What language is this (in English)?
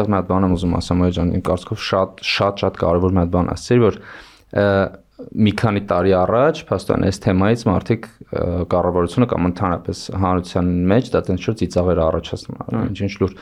Armenian